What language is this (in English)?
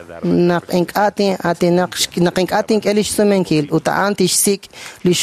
Kekchí